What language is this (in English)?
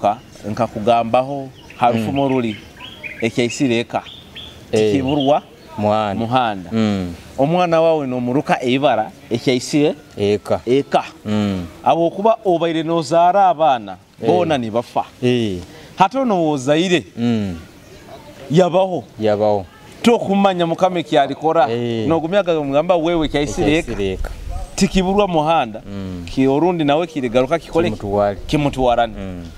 Nyoro